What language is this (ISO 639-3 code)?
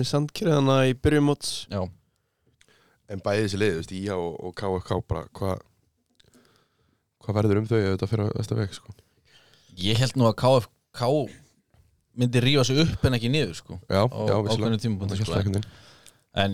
isl